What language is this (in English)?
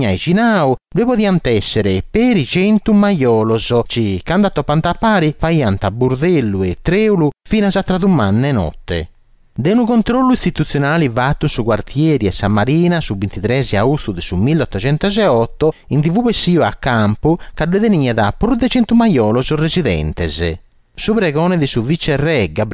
Sardinian